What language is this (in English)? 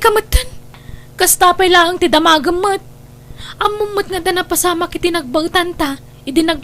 Iloko